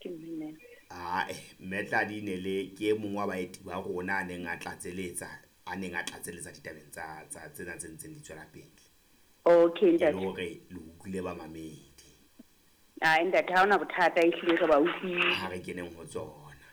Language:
Southern Sotho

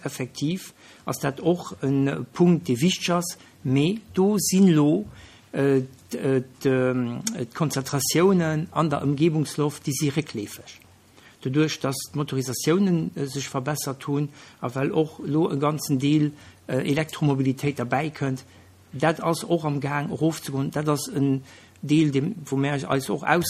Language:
Luxembourgish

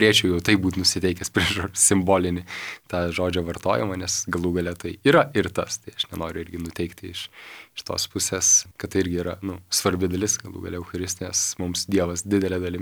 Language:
Lithuanian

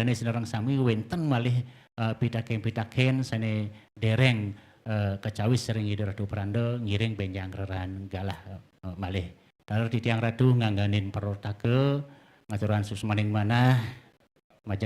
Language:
Balinese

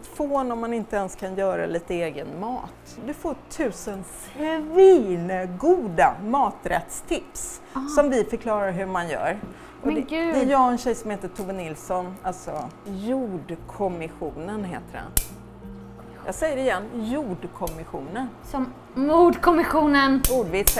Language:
Swedish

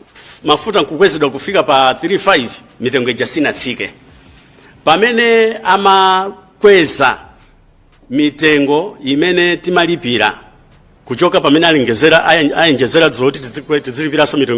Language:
Nyanja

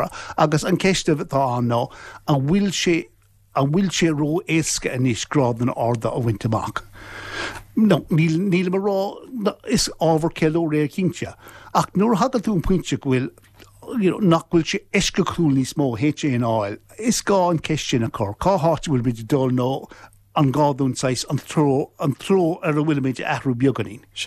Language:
Irish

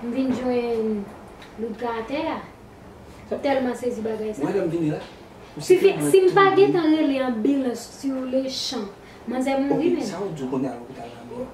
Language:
Haitian Creole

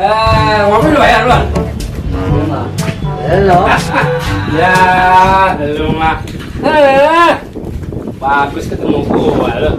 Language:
Betawi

